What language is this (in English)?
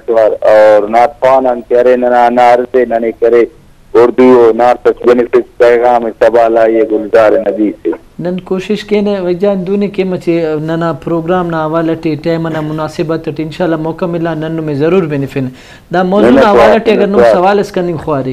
Brahui